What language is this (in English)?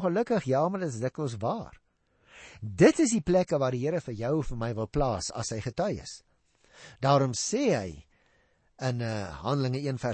Afrikaans